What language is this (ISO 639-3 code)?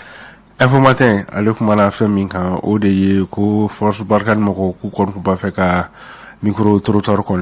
bam